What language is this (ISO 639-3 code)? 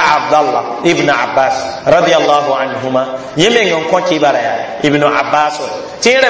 mos